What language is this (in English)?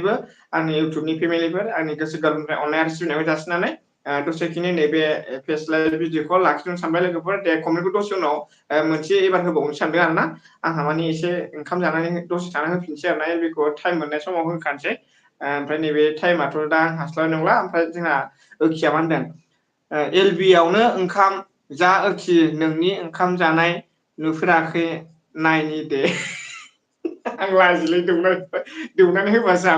Bodo